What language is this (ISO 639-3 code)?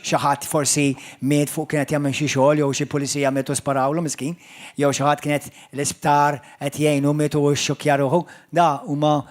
mlt